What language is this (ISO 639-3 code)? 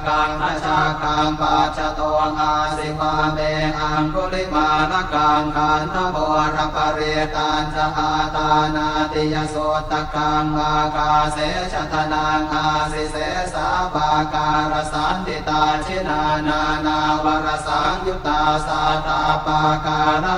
pli